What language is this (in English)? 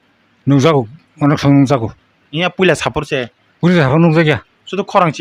Kok Borok